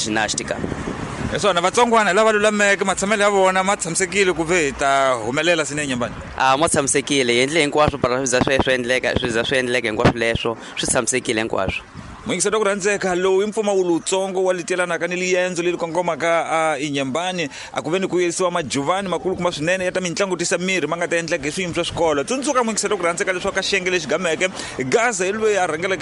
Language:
Tsonga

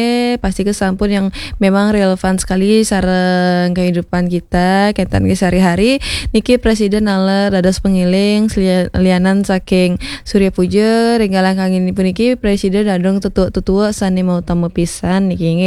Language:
Balinese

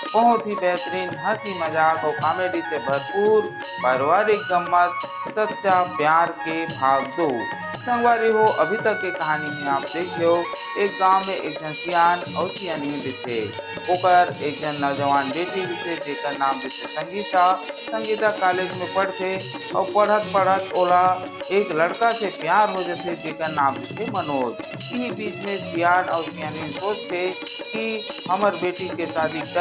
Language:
Chhattisgarhi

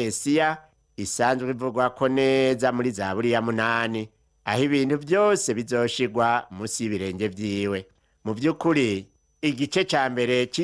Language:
Rundi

